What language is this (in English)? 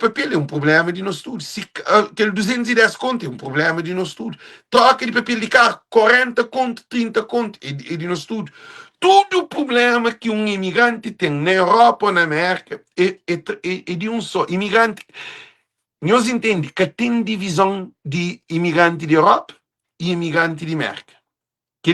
Kabuverdianu